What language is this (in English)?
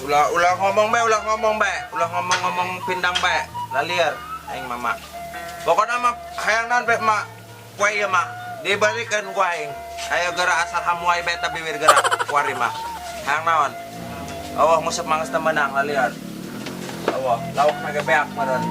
Sundanese